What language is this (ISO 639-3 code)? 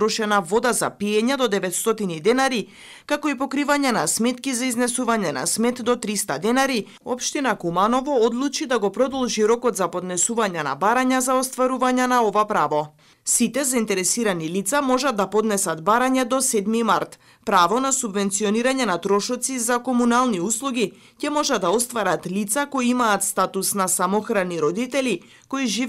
mkd